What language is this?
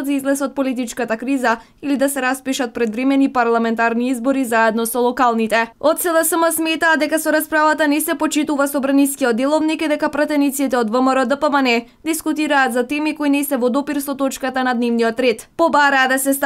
Macedonian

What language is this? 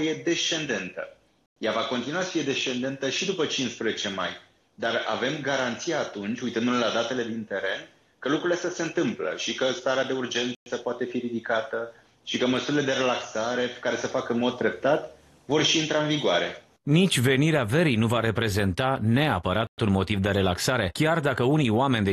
Romanian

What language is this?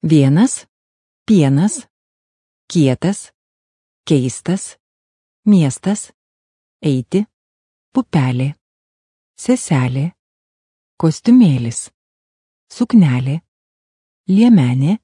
Lithuanian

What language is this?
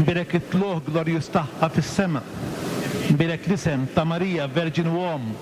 Maltese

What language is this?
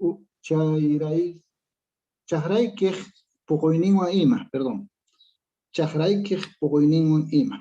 Quechua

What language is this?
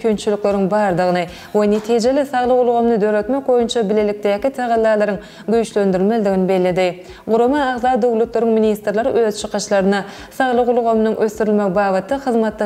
Turkmen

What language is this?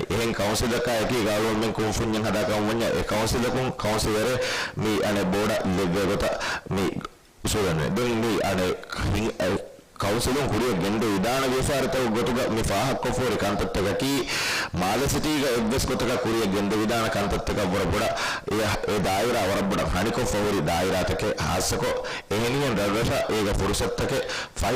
Divehi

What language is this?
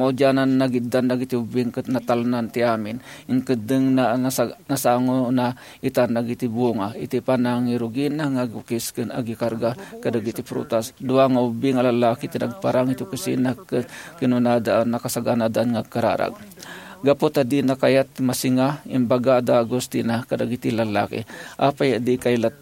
Iloko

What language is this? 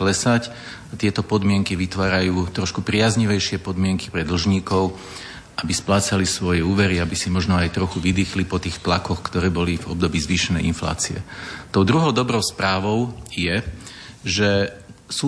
Slovak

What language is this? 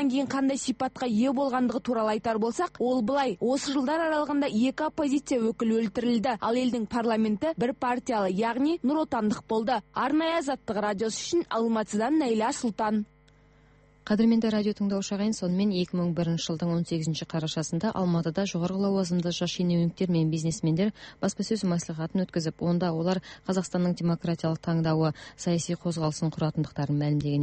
Kazakh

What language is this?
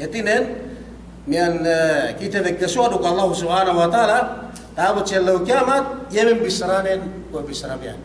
Yakan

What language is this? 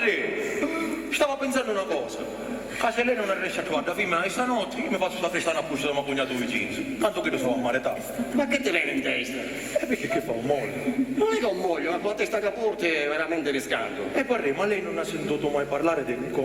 Sicilian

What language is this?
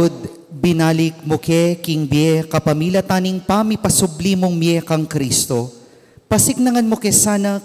Pampanga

